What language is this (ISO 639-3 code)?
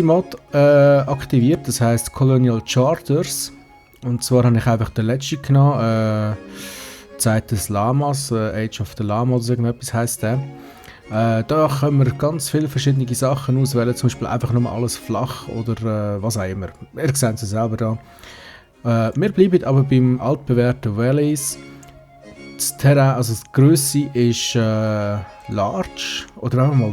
gsw